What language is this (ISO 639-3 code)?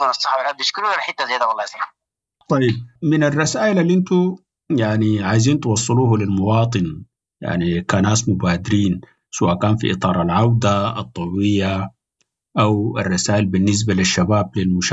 apd